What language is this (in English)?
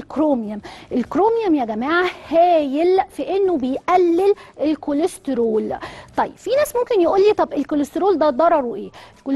Egyptian Arabic